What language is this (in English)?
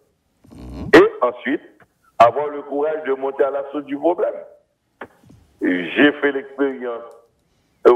French